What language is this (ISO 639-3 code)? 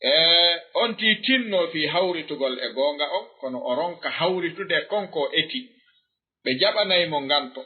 ful